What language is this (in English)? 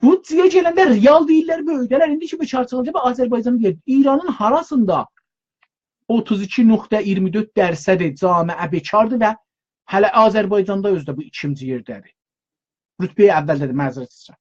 South Azerbaijani